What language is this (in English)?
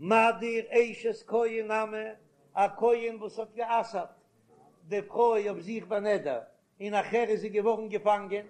Yiddish